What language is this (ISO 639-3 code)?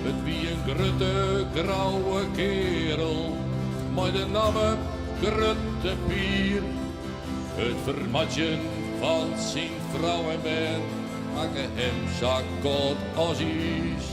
fry